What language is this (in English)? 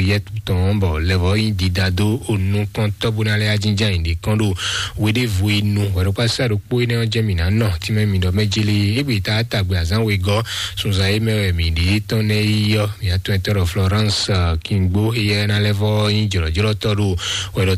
Fon